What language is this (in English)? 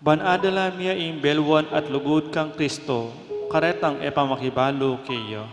Pampanga